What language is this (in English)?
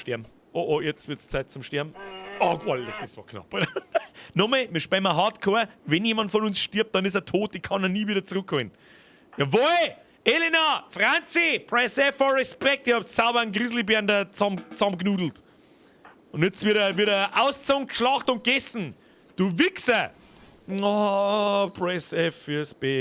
Bavarian